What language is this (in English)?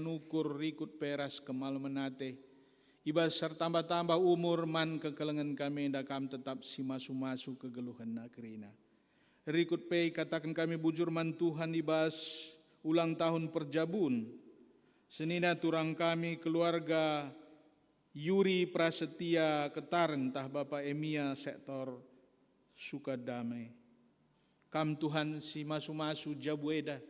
Batak Karo